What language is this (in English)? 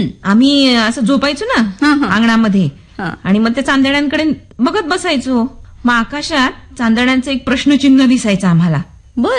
Marathi